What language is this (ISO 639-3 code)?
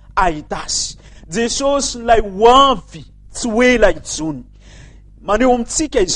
mlg